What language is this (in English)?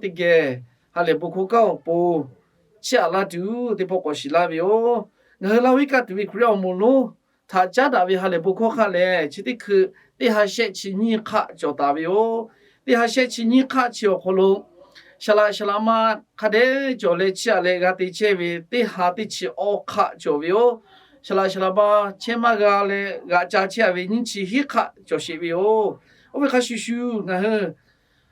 Lahu